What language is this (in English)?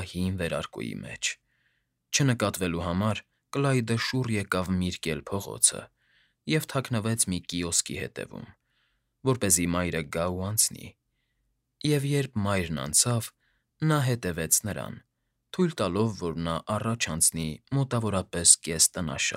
Armenian